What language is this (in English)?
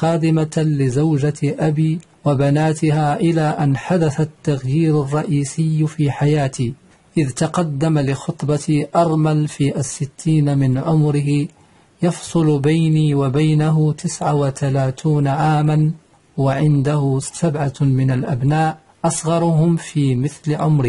Arabic